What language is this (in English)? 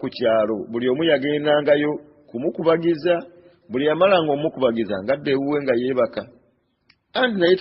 Ganda